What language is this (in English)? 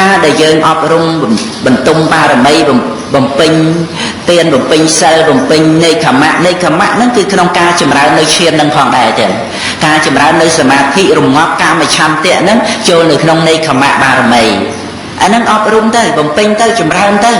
Khmer